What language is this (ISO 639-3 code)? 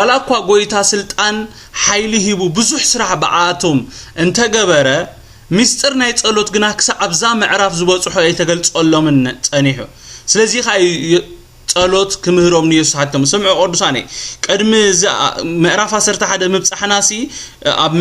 tir